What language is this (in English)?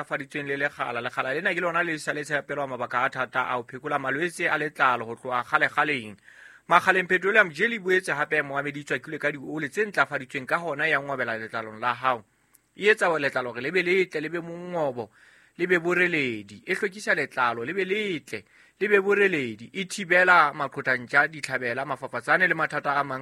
Southern Sotho